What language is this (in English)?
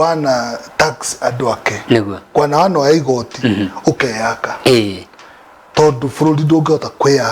Kikuyu